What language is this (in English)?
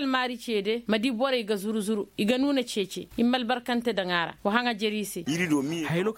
Koyraboro Senni